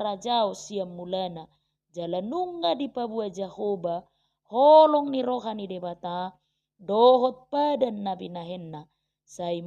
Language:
Batak Toba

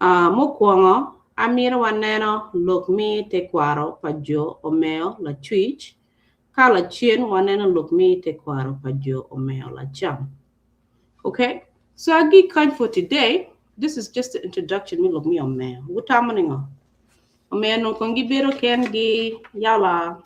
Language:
Acoli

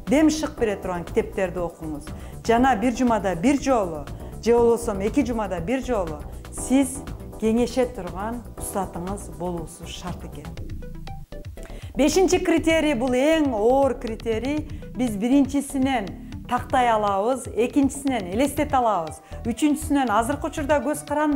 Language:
Kyrgyz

